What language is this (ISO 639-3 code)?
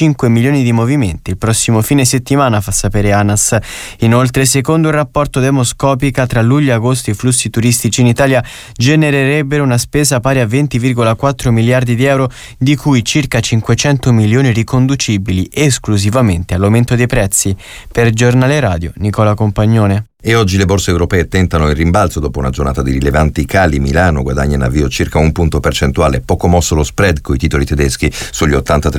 ita